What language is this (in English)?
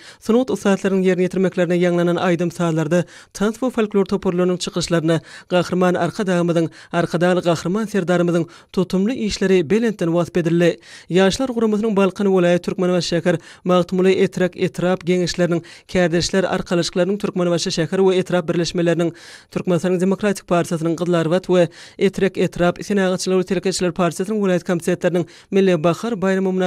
Turkmen